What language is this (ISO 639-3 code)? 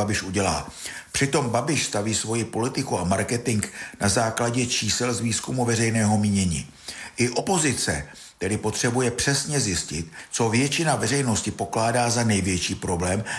ces